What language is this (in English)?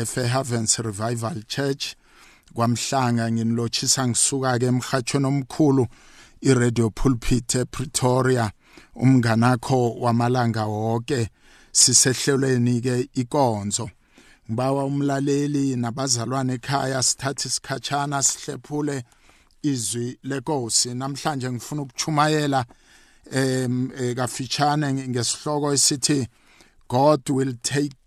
South Ndebele